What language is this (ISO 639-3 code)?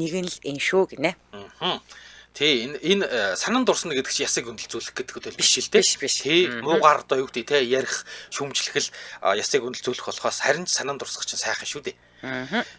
mon